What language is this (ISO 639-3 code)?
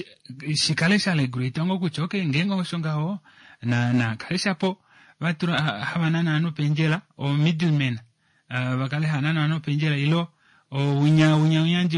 kua